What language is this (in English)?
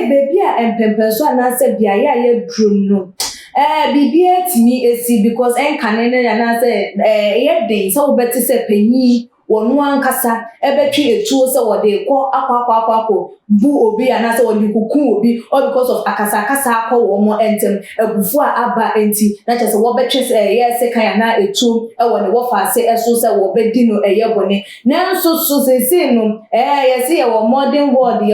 Akan